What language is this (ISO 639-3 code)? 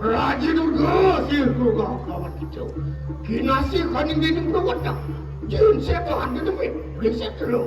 ban